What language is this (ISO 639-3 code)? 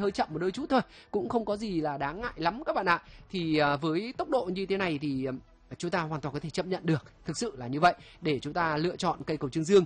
vie